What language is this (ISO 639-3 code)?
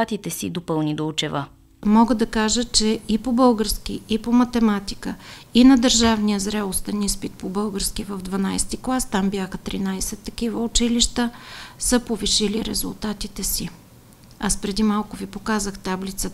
bul